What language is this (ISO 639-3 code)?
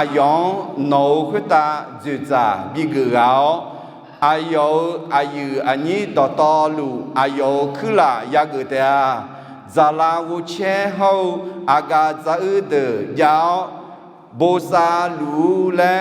ahk